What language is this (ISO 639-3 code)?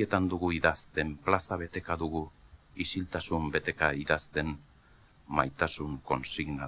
eus